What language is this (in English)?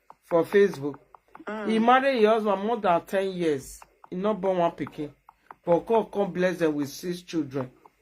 Nigerian Pidgin